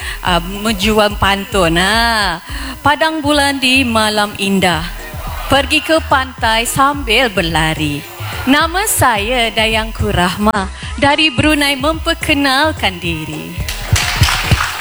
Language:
Malay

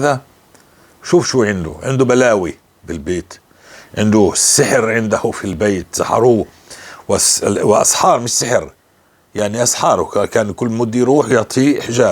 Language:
North Levantine Arabic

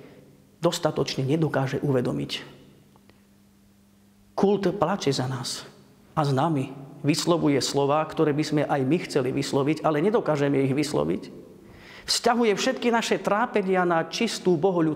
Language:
Slovak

